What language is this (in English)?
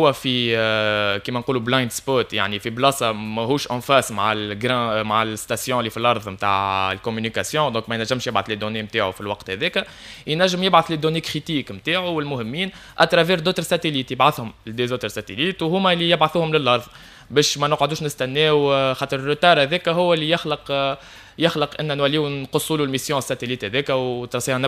Tunisian Arabic